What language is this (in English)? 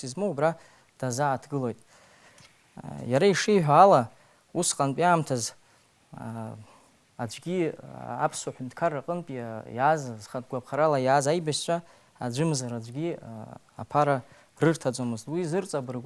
Abkhazian